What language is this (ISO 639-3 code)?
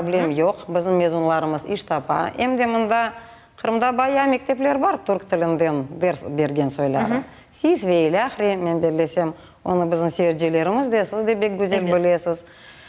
crh